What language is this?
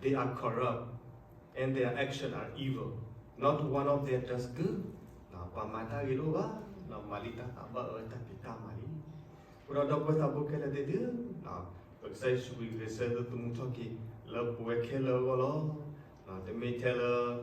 S'gaw Karen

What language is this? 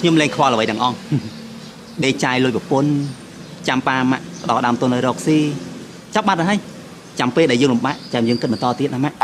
Khmer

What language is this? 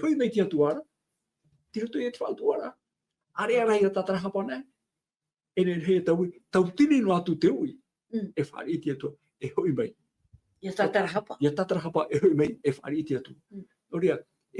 Tahitian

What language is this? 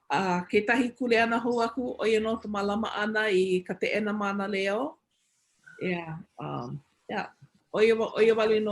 Hawaiian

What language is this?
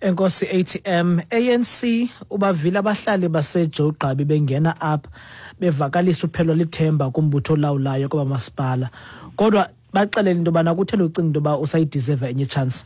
Xhosa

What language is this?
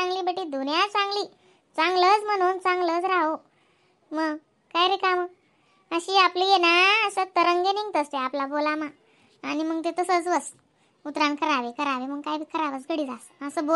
Khandesi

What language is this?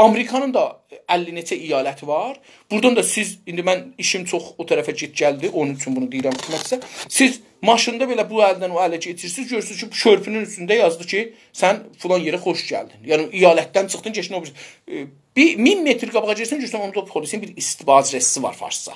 South Azerbaijani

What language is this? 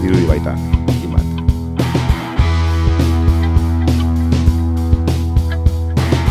Basque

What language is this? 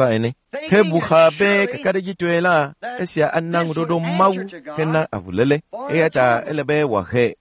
Ewe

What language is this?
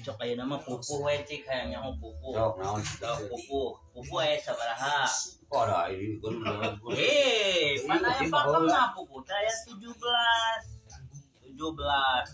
Sundanese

